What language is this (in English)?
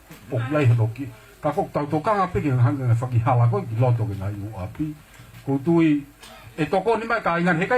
Tongan